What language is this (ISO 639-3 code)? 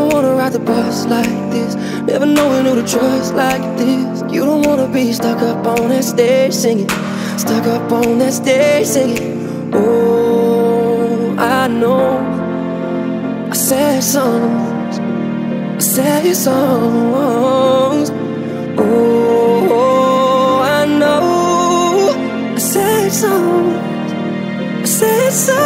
eng